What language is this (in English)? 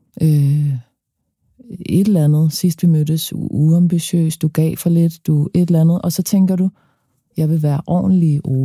Danish